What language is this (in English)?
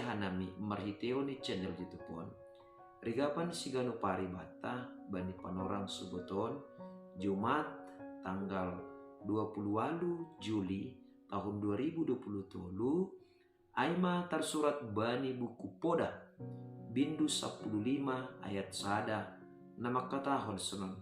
Batak Simalungun